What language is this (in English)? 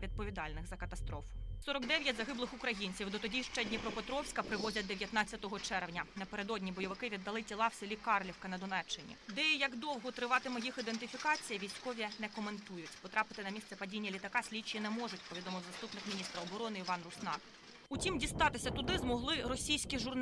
Ukrainian